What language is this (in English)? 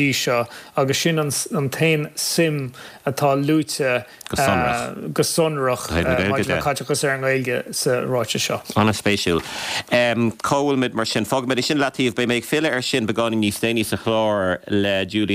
Irish